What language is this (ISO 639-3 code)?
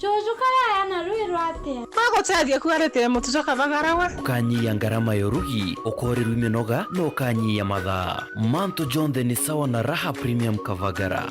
mer